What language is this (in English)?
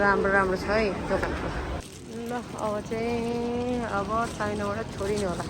Nepali